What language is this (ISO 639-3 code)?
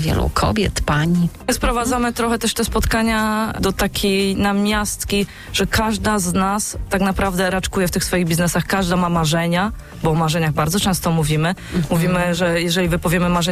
pol